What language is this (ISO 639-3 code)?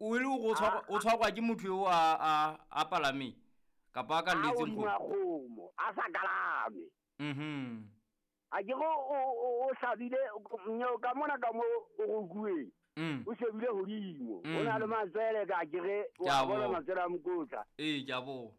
sot